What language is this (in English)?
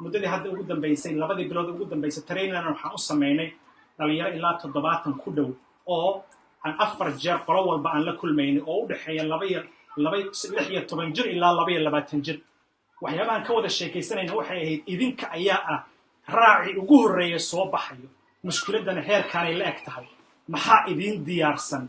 Somali